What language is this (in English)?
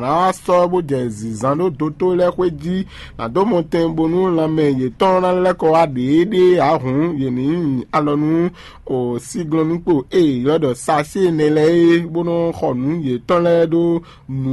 Fon